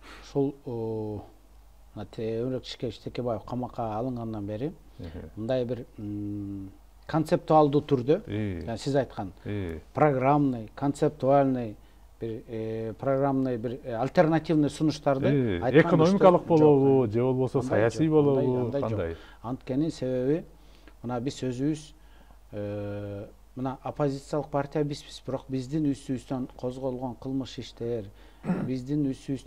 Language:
Kyrgyz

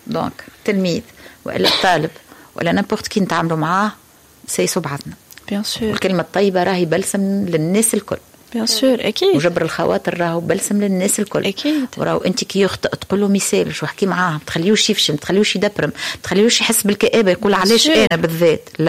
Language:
Tunisian Arabic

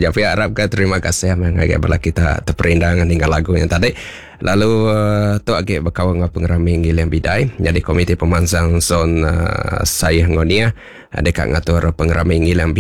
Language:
Iban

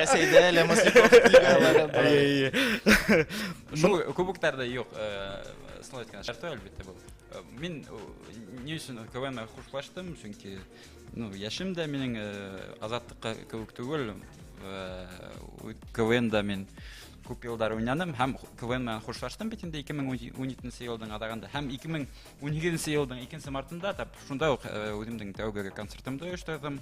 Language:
Bashkir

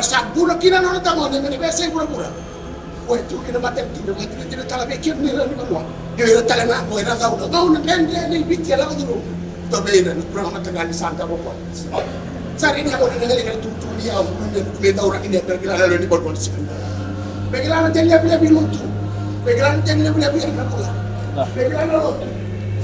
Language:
Fijian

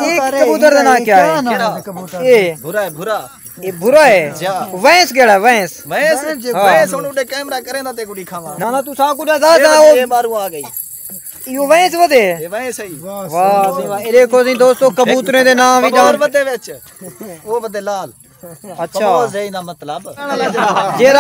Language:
Saraiki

